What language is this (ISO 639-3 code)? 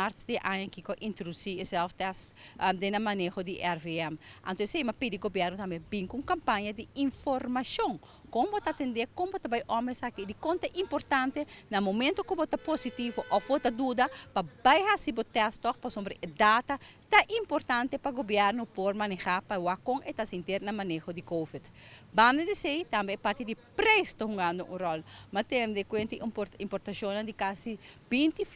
pap